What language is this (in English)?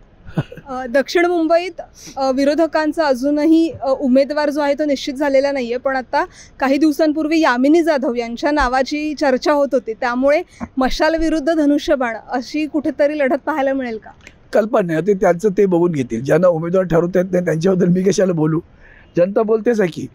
Marathi